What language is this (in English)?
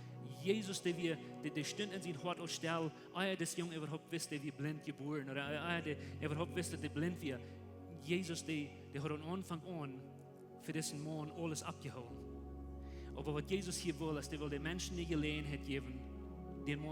Plautdietsch